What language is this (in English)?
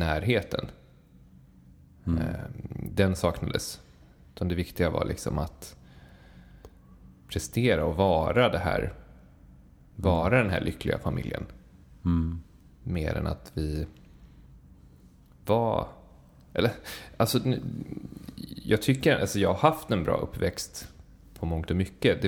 Swedish